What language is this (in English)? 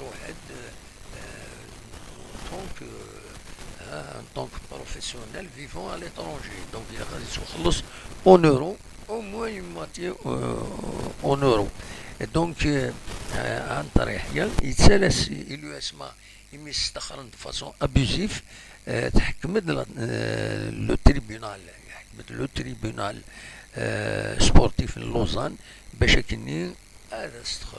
Kabyle